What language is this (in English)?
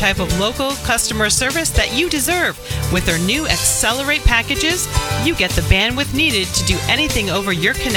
English